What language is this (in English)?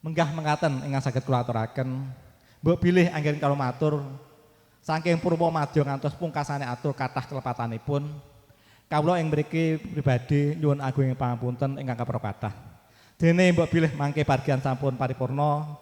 Javanese